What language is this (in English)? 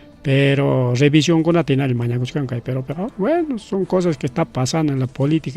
Ayacucho Quechua